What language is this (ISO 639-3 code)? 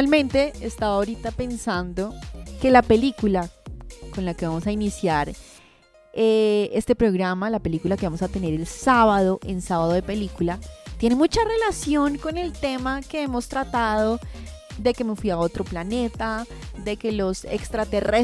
spa